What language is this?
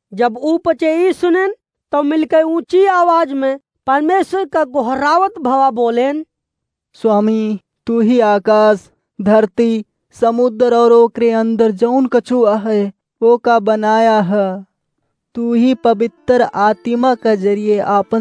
Awadhi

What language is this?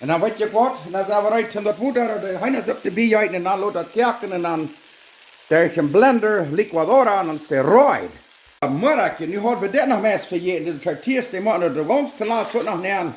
Plautdietsch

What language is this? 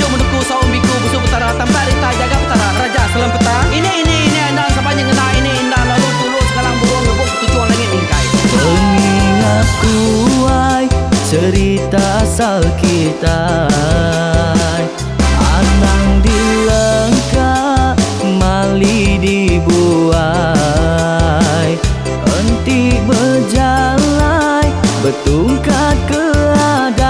Iban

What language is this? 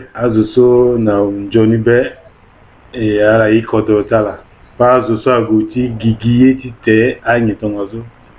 Sango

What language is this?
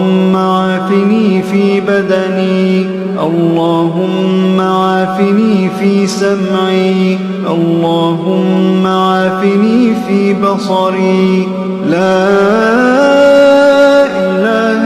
Arabic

